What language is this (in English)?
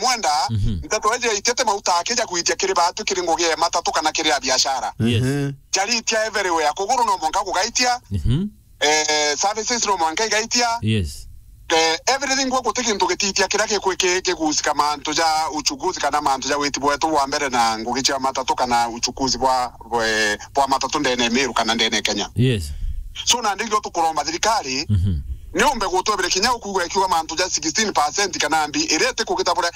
Meru